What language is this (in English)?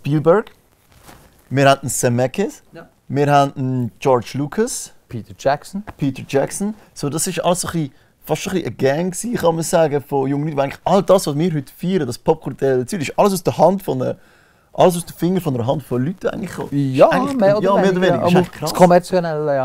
Swiss German